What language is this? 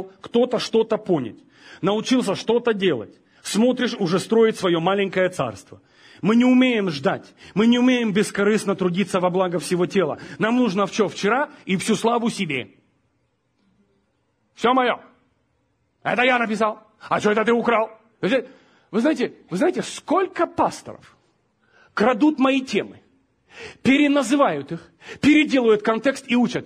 Russian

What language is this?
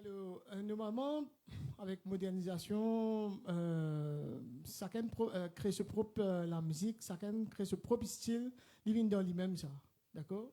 Morisyen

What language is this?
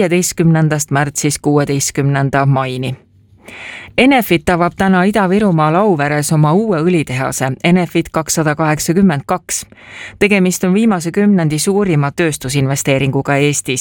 Estonian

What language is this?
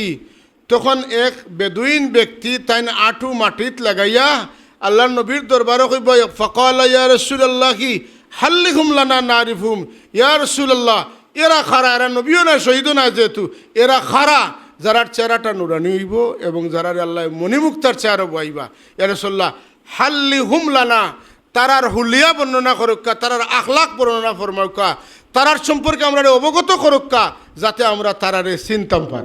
Sylheti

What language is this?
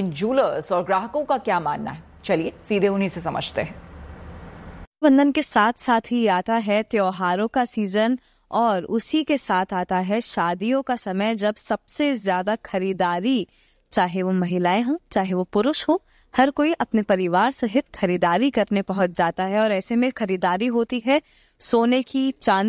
Hindi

